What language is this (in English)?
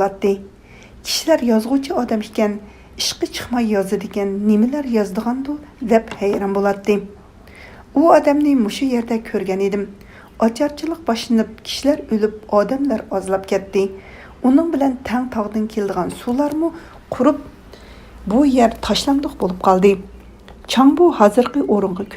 Uyghur